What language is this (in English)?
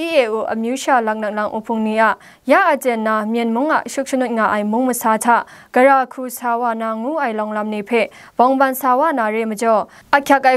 Kachin